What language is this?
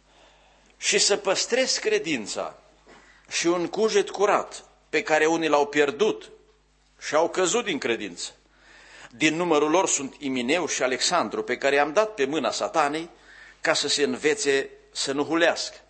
Romanian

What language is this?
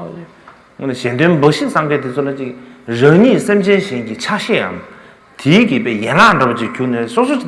Tibetan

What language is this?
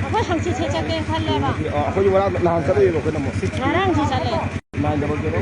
Manipuri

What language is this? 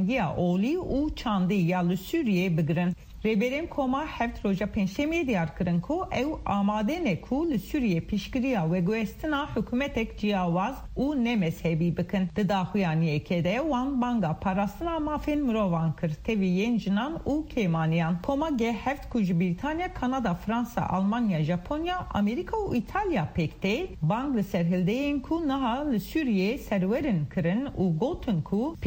Kurdish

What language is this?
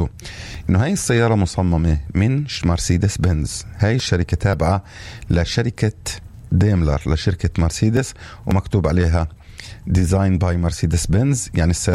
North Levantine Arabic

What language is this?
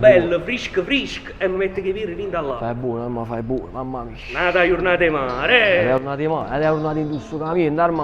Neapolitan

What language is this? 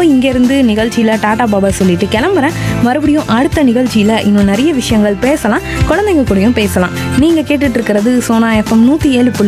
Tamil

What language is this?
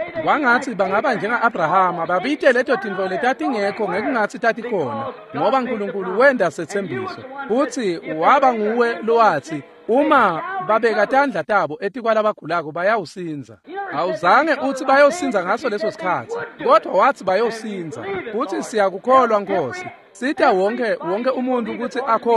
Swati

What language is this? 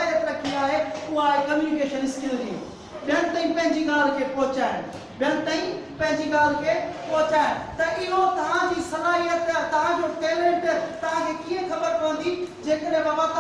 Sindhi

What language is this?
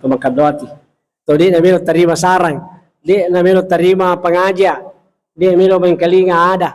Buginese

